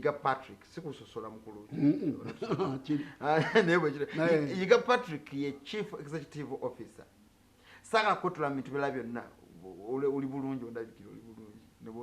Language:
Ganda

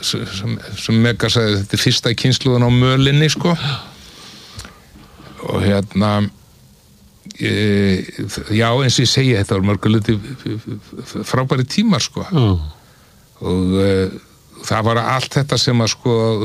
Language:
Icelandic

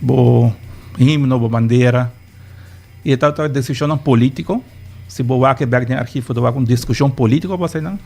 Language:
Papiamento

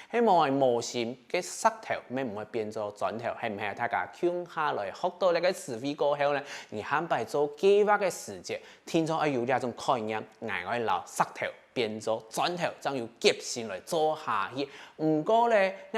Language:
Hakka Chinese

